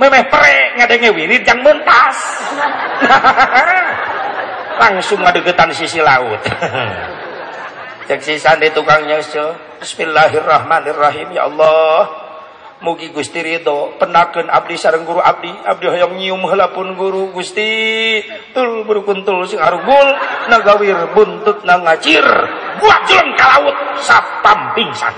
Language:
Sundanese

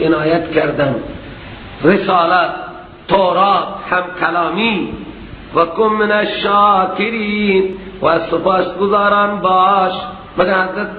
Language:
Persian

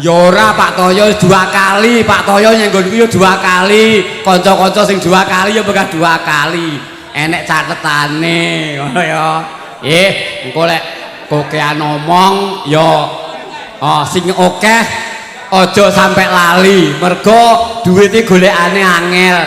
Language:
Javanese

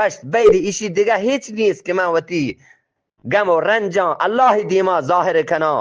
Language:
Eastern Balochi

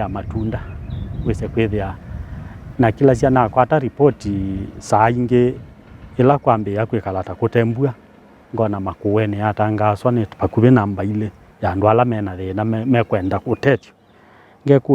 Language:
Kamba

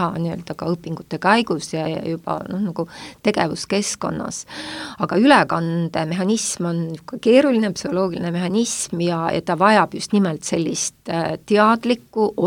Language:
Estonian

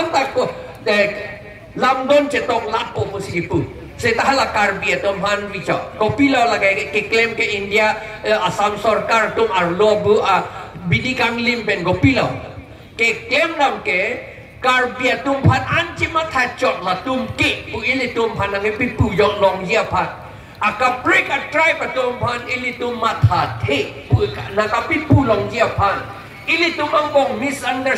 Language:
Karbi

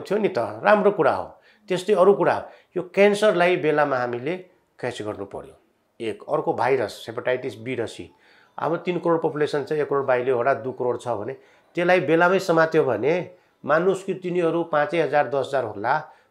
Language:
Nepali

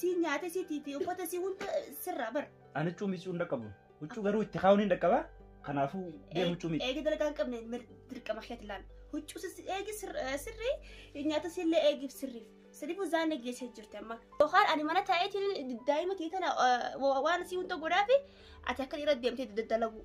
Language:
Oromo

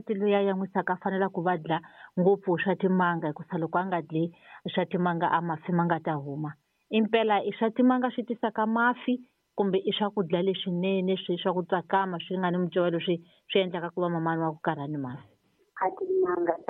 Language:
Tsonga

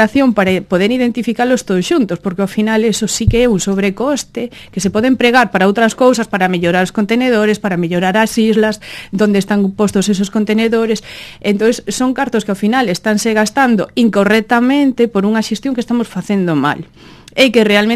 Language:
Galician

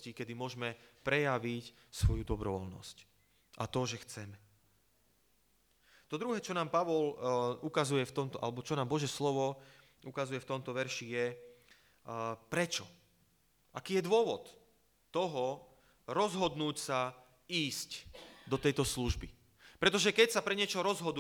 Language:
Slovak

